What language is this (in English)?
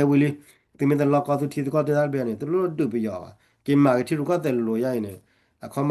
S'gaw Karen